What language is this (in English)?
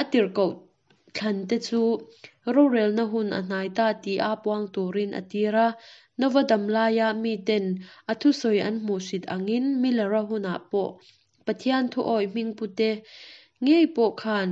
Mizo